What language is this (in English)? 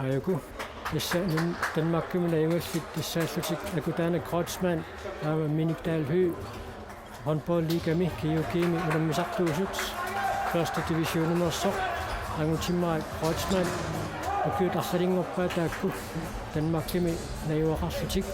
Kalaallisut